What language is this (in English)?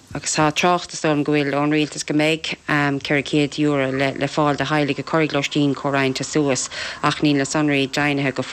Irish